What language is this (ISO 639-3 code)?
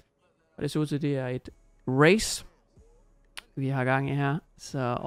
dan